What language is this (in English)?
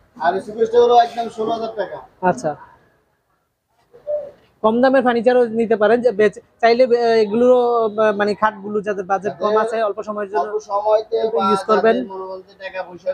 Bangla